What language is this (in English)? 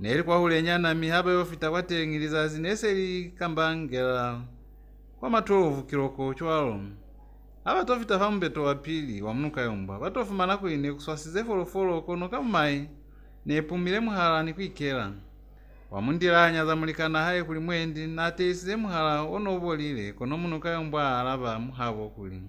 Lozi